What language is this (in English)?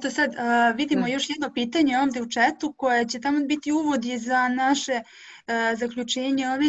Serbian